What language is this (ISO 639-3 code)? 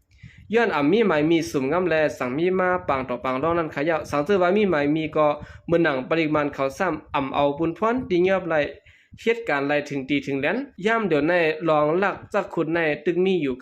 shn